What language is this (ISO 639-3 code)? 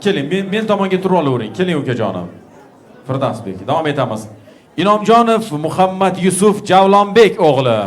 uzb